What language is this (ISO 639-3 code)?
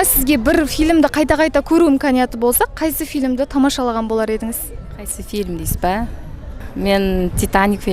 kaa